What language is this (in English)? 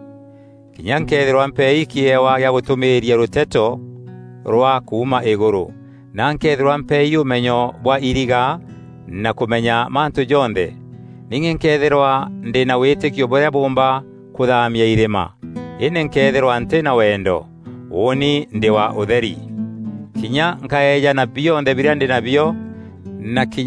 Meru